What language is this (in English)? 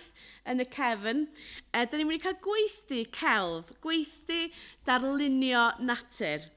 Welsh